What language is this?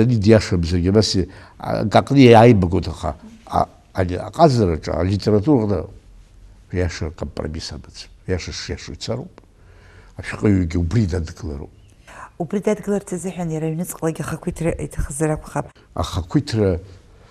Abkhazian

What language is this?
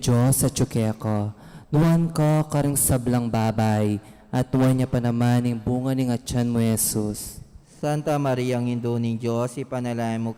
Pampanga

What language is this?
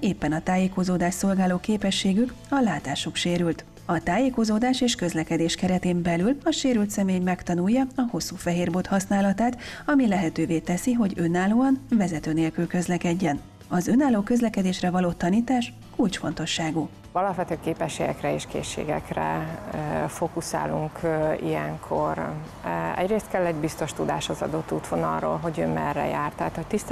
Hungarian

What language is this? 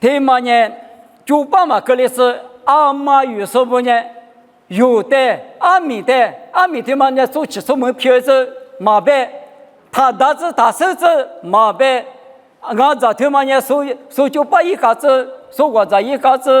Lisu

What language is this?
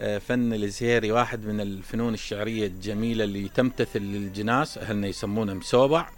Mesopotamian Arabic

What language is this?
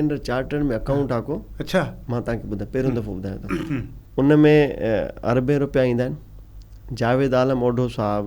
Sindhi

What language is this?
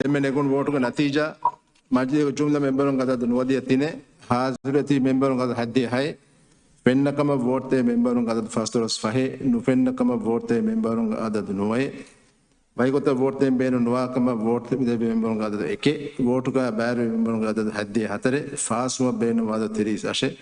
Divehi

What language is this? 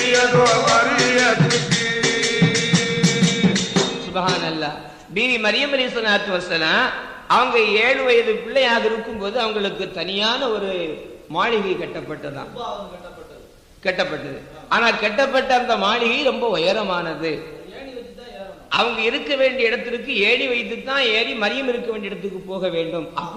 Tamil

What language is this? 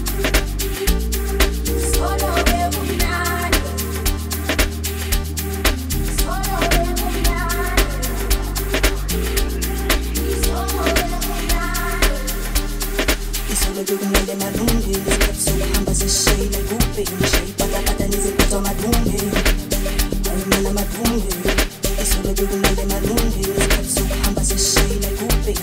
Zulu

